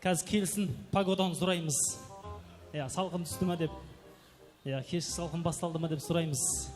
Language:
Kara-Kalpak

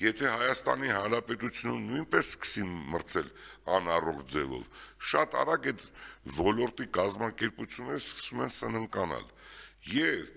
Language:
Armenian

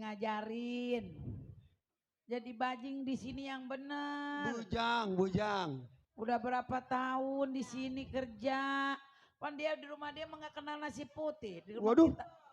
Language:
Betawi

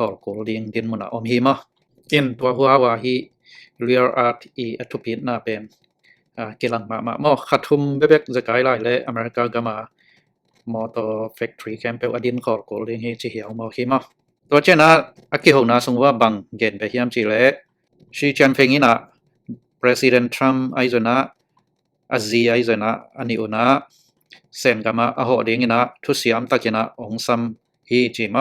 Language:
Tedim Chin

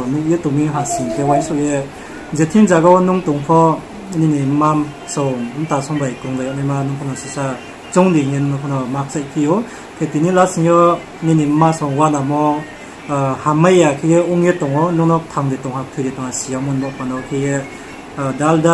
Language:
Riang (India)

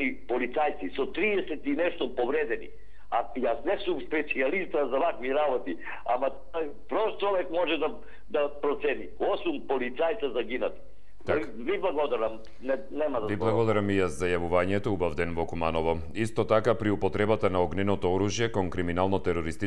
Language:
Macedonian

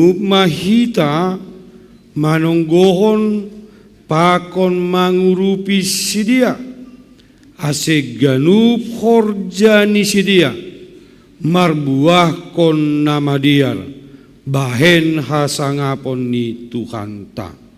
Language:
Batak Simalungun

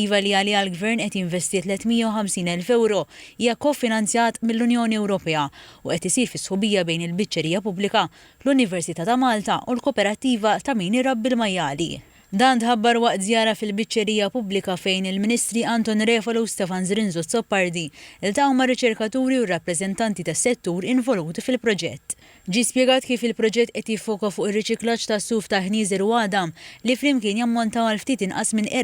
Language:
Maltese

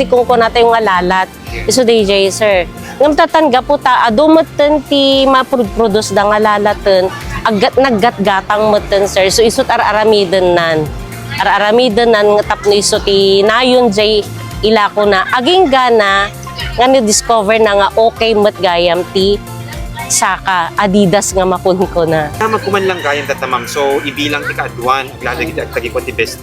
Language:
Iloko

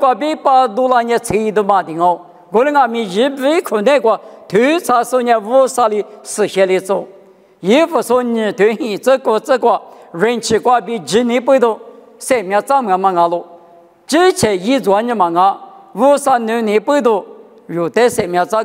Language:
Lisu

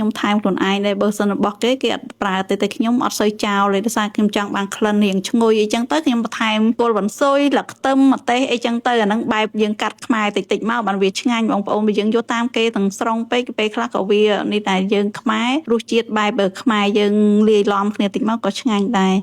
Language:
Khmer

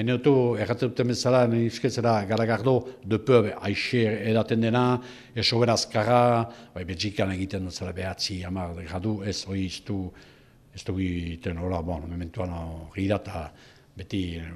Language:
Basque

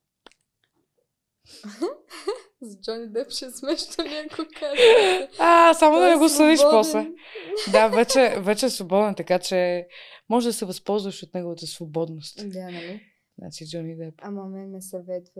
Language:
Bulgarian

